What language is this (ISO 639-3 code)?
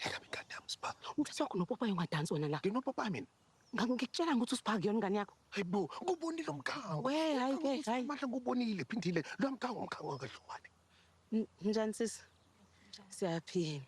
zul